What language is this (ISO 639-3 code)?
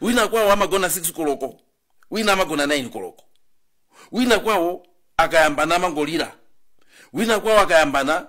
nya